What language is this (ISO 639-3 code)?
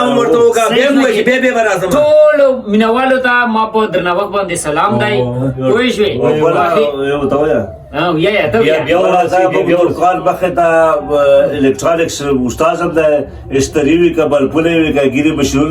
pus